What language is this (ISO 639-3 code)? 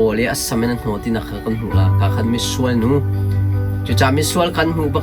cnh